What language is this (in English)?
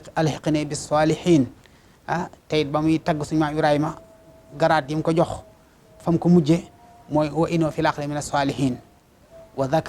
Wolof